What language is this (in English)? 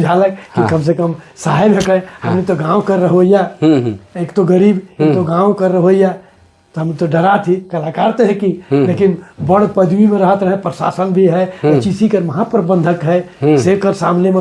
Sadri